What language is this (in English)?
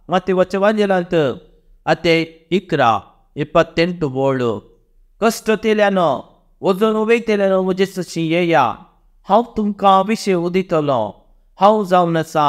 Konkani